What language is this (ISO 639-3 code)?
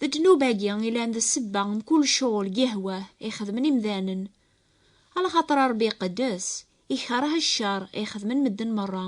kab